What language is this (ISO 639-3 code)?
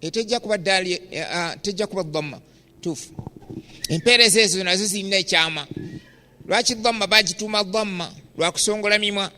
lug